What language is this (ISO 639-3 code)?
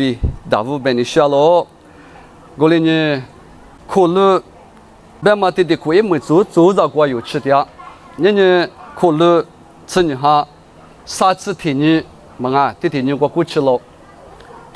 lis